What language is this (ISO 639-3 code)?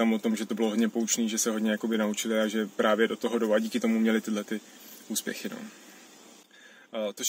ces